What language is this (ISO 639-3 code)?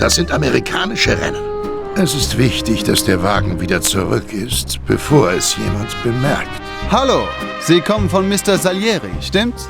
bar